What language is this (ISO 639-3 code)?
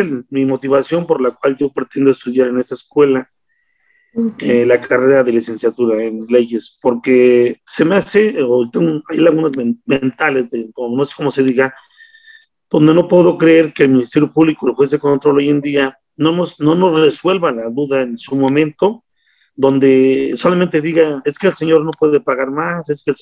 spa